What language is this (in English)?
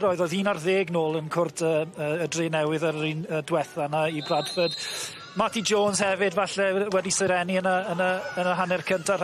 Welsh